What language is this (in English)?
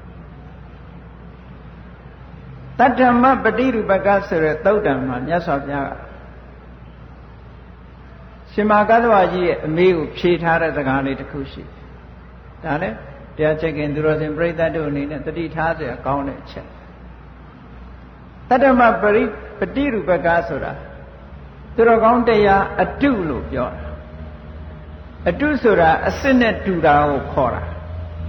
Burmese